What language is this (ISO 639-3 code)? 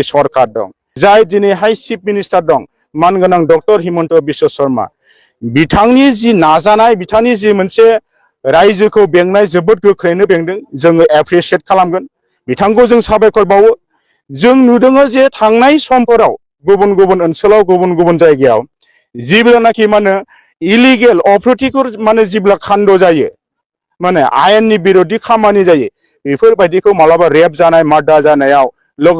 brx